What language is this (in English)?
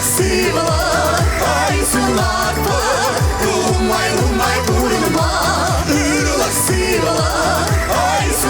Chuvash